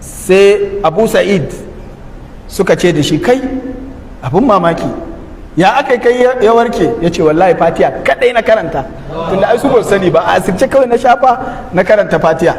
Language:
Hausa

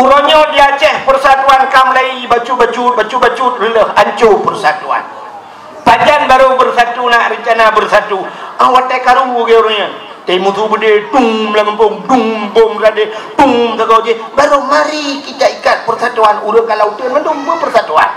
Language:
Achinese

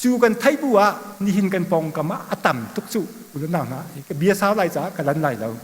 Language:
Hakha Chin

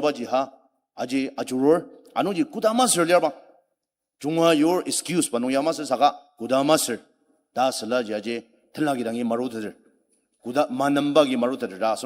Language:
Ao Naga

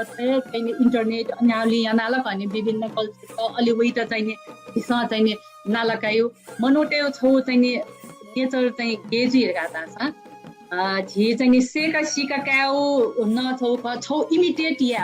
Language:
Newari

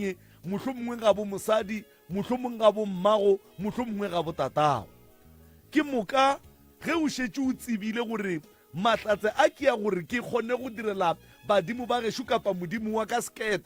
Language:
Northern Sotho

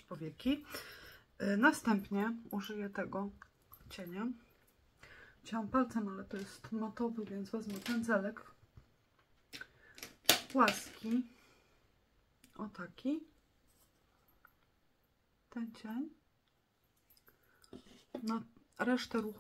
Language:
Polish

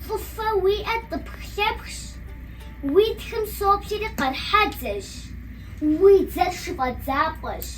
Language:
Kabardian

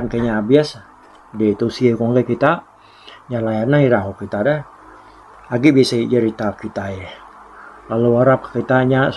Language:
Iban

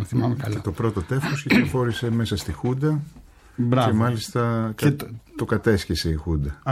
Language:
Greek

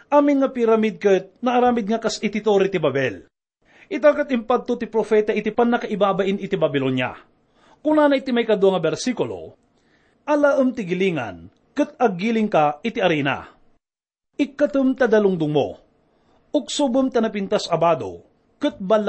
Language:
Iloko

